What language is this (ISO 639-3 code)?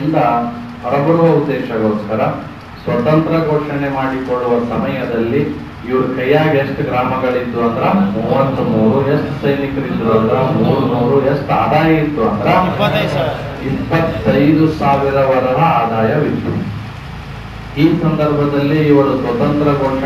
kan